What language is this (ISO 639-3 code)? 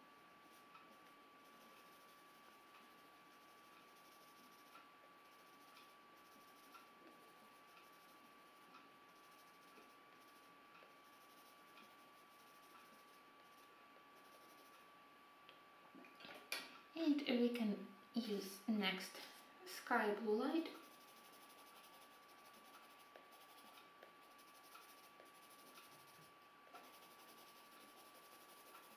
eng